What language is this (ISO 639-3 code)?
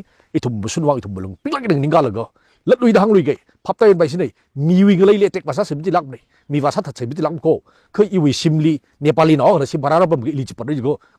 nmf